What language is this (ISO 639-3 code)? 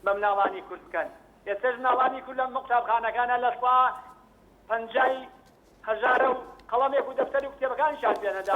ckb